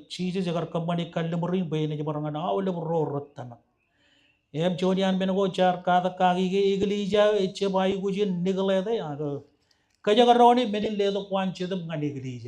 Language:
Marshallese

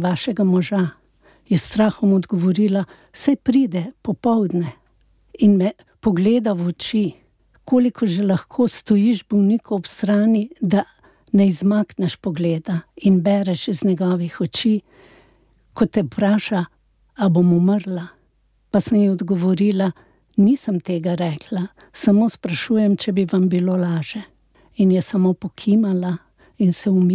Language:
Slovenian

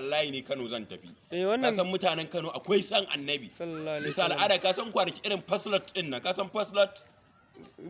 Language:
Hausa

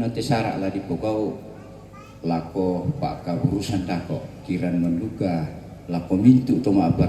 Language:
Toraja-Sa'dan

